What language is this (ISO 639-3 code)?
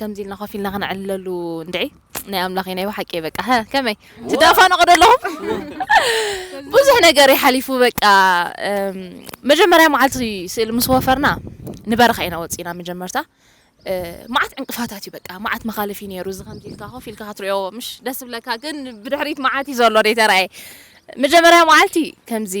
tir